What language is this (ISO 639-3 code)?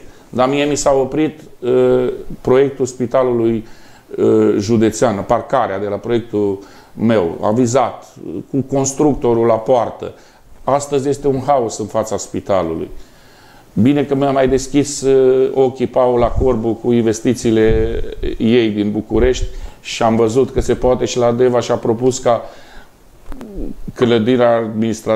ron